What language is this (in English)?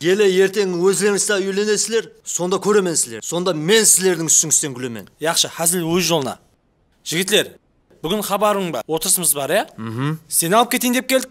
Kara-Kalpak